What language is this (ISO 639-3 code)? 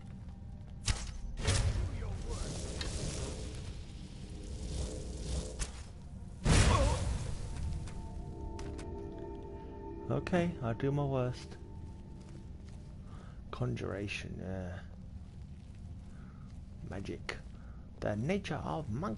eng